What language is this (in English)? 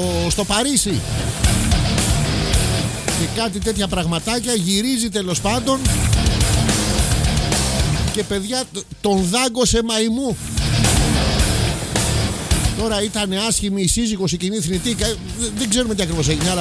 Greek